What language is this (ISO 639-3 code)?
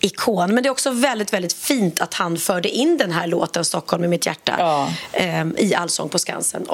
swe